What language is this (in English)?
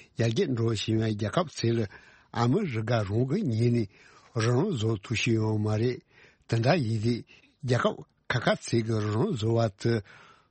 Tibetan